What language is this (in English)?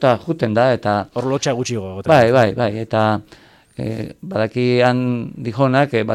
Basque